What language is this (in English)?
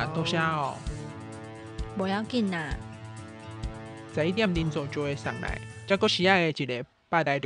Min Nan Chinese